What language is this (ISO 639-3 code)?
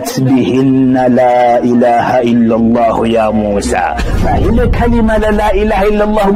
zdj